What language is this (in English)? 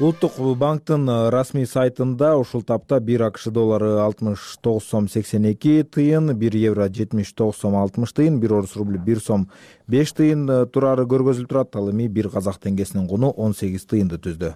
Kyrgyz